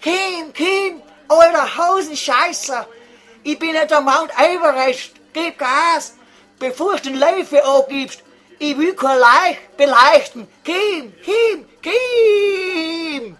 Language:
Bavarian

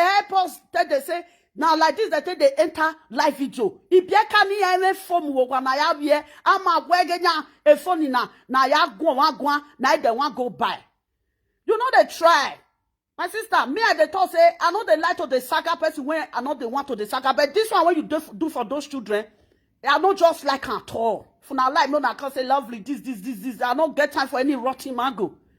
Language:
Nigerian Pidgin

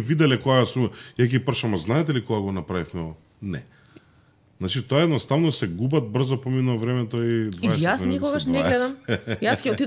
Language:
Macedonian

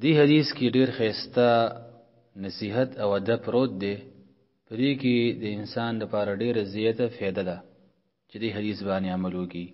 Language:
Pashto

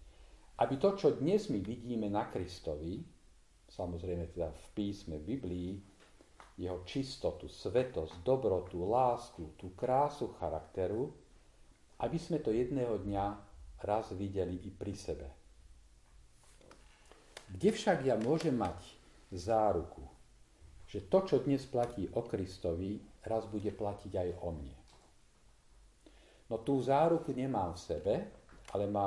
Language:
Slovak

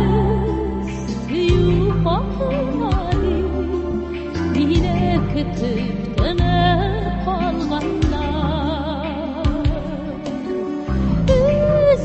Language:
Tatar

